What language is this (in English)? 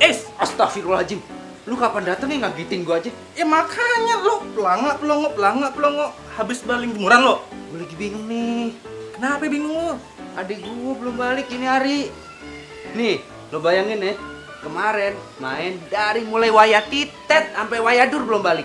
Betawi